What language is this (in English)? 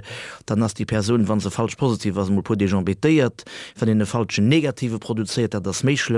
Luxembourgish